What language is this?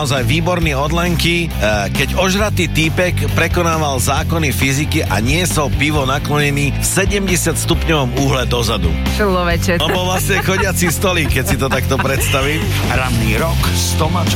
Slovak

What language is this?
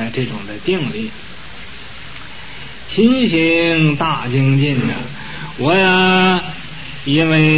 Chinese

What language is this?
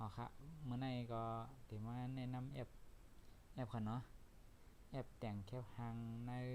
Shan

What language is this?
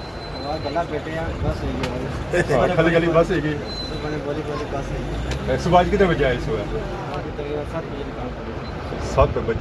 Pahari-Potwari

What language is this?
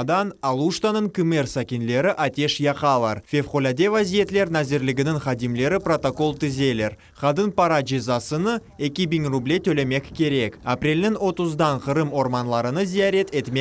Crimean Tatar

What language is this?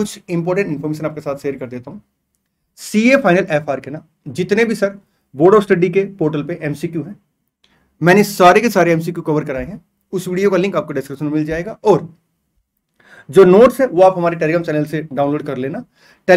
Hindi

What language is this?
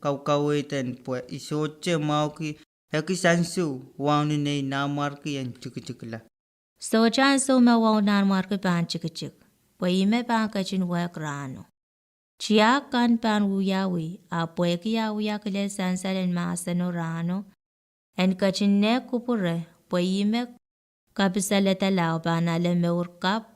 Pohnpeian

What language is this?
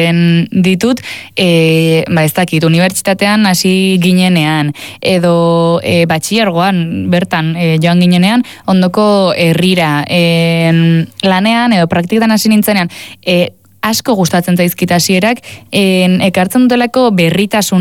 Basque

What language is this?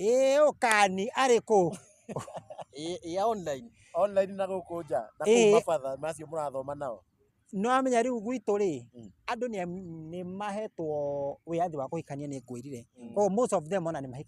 Kikuyu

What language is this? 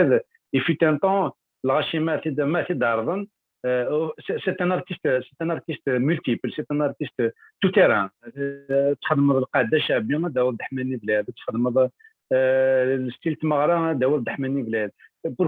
Kabyle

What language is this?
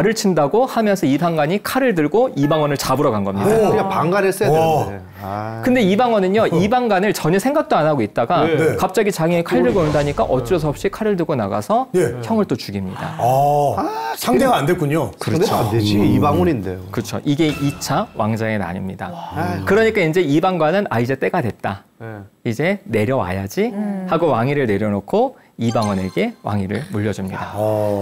Korean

